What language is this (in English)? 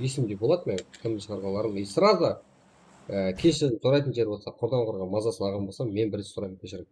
Kara-Kalpak